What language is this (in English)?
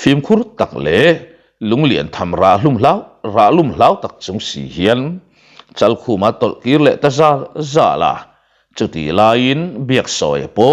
Mizo